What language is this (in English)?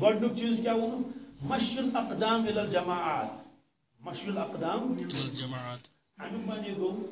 Kashmiri